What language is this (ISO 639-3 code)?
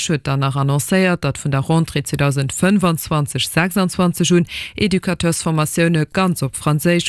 ltz